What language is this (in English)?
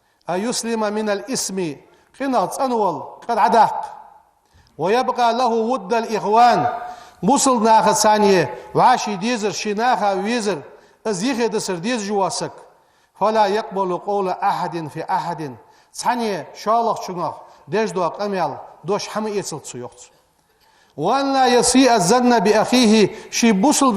Ingush